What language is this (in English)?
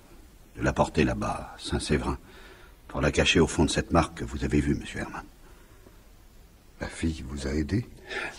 French